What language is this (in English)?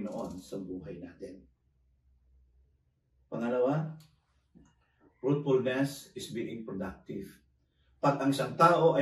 Filipino